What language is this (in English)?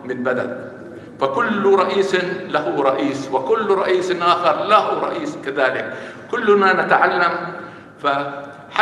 North Levantine Arabic